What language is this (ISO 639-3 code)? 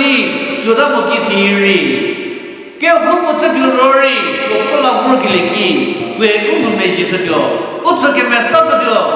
njm